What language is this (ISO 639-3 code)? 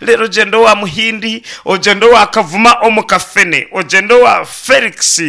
nyn